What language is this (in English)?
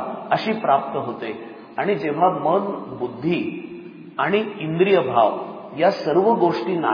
Marathi